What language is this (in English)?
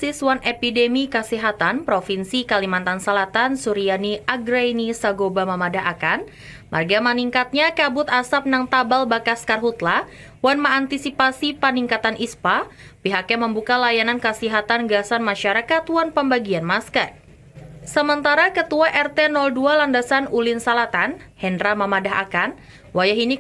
Banjar